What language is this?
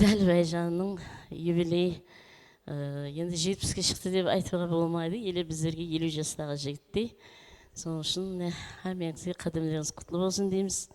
Kara-Kalpak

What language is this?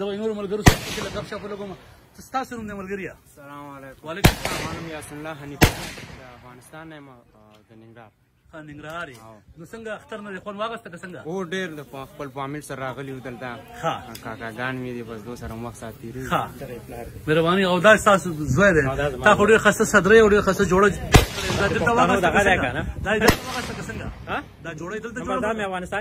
Pashto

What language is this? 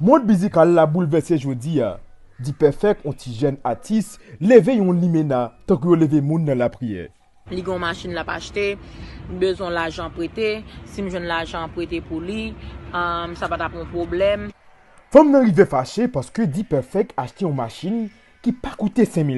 Haitian Creole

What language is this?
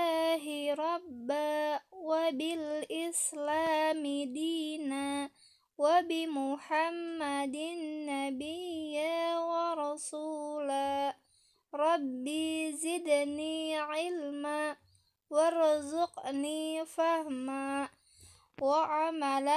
Sundanese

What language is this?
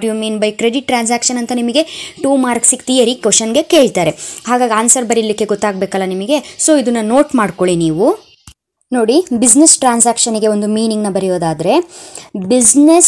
Kannada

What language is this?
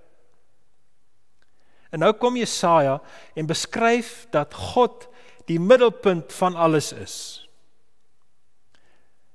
Afrikaans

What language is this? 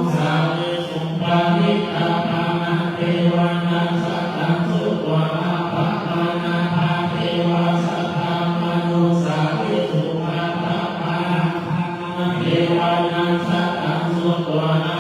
Pali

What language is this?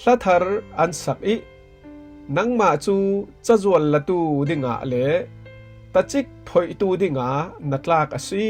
Falam Chin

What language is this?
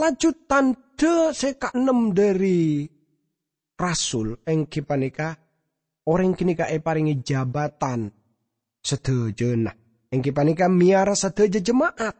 Madurese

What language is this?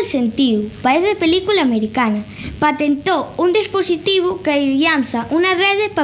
Asturian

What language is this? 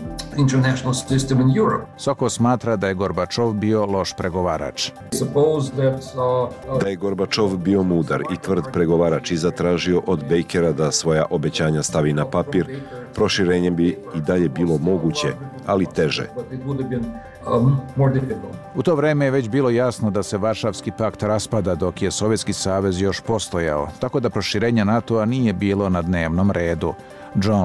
Serbian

